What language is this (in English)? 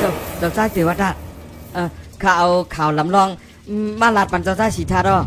Shan